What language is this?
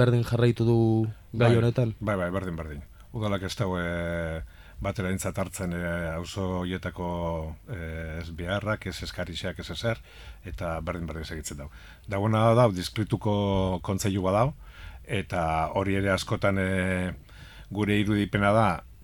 Basque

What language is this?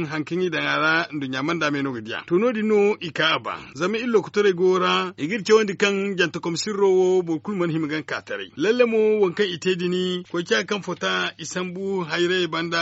Zarma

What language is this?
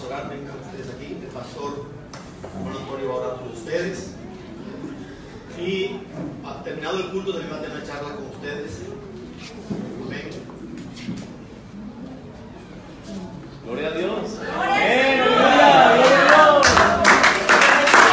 Spanish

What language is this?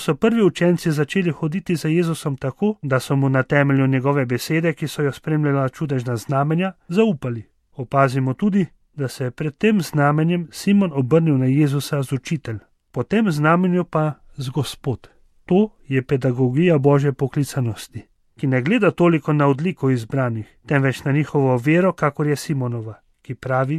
Slovenian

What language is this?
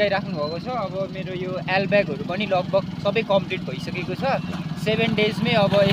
Nepali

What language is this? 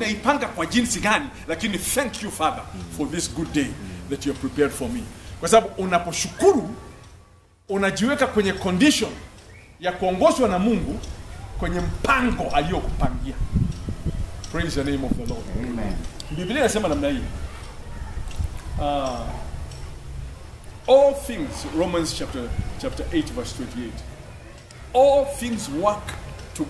Swahili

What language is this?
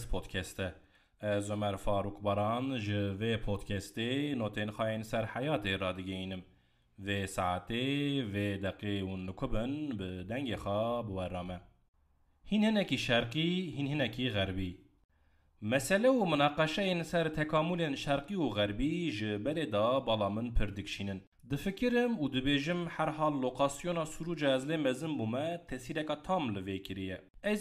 Kurdish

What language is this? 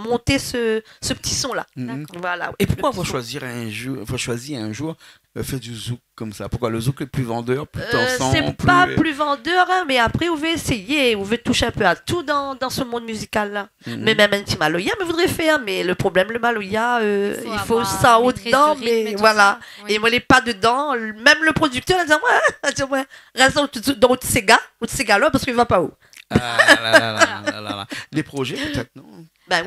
Réunion Creole French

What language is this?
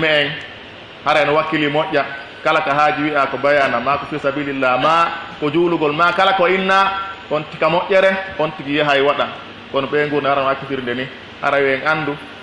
Pular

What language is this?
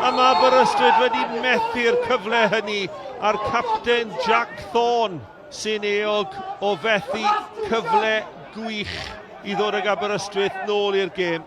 Welsh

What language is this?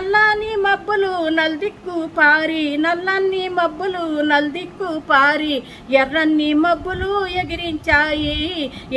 Telugu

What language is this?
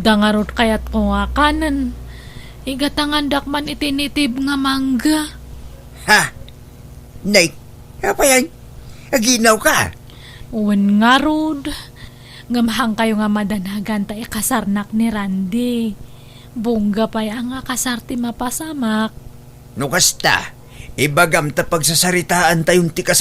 Iloko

